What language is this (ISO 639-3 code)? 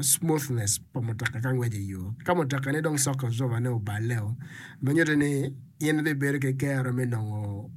ach